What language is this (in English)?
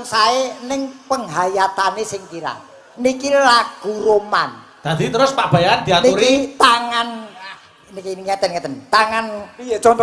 Javanese